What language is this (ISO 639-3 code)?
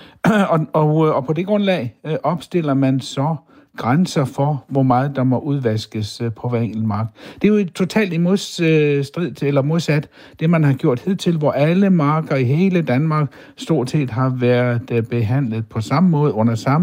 dan